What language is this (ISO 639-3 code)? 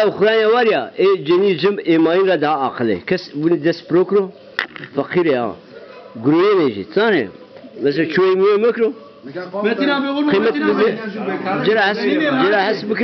zza